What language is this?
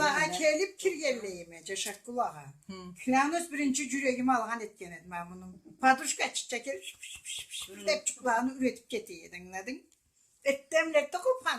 Karachay-Balkar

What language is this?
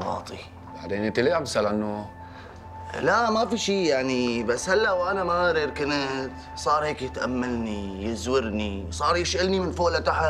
North Levantine Arabic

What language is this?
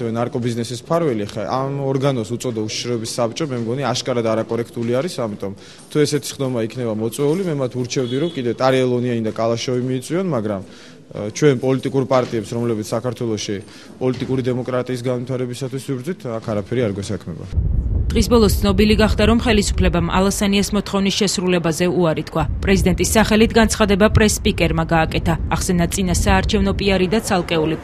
Georgian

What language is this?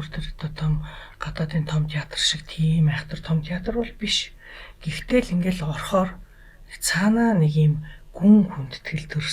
Mongolian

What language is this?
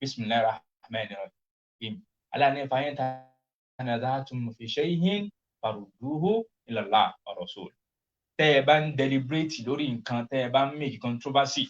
Yoruba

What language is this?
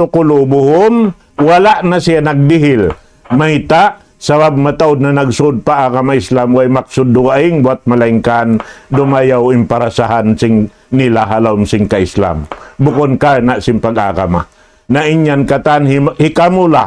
Tausug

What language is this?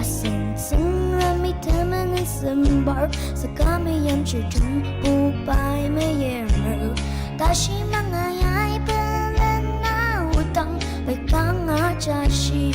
Ao Naga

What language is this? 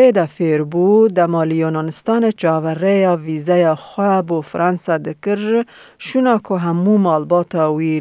Kurdish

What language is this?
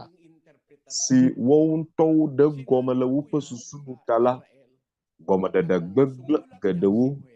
Ewe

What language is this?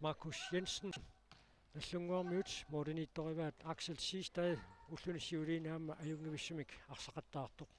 Kalaallisut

